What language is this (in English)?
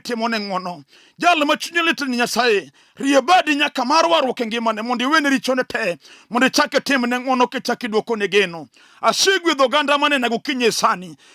Luo (Kenya and Tanzania)